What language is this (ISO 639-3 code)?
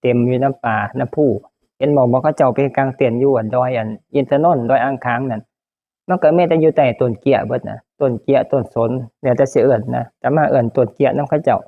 tts